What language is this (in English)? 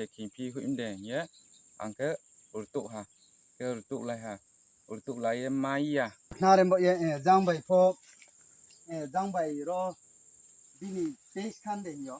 Riang (India)